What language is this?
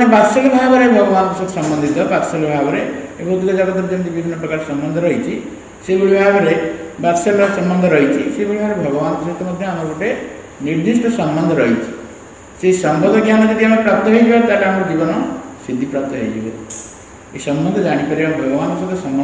Odia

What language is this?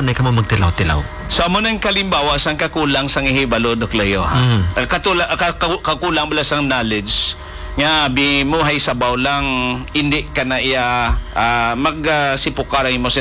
Hiligaynon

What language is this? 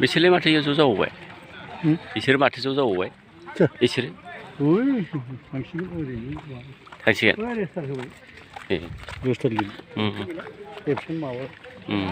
Bodo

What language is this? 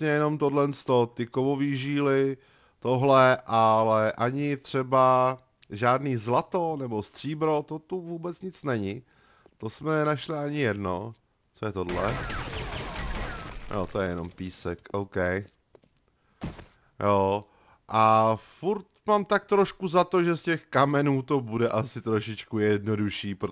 Czech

